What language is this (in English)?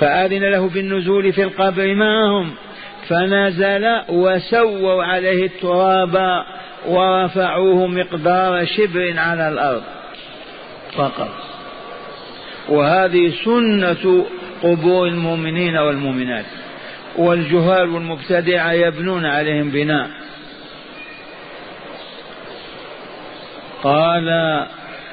Arabic